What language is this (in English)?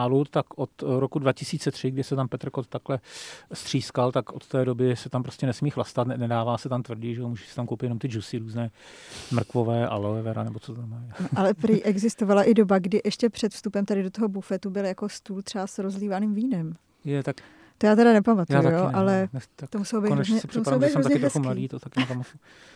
Czech